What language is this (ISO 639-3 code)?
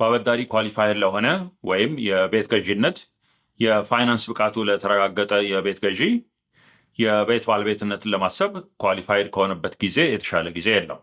amh